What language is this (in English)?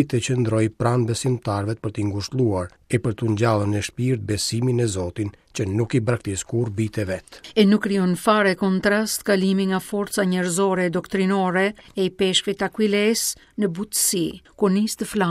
Albanian